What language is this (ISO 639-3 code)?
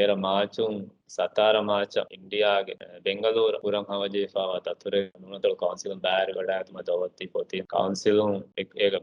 div